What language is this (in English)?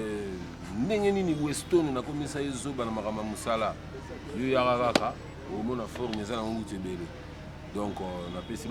Lingala